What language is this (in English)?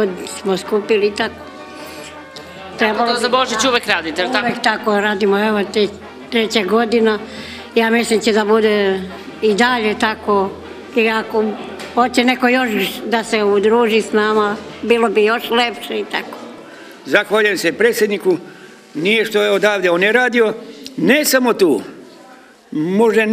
Serbian